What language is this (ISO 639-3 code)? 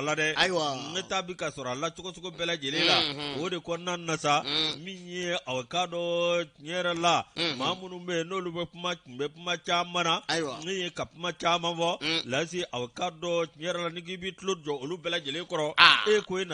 bam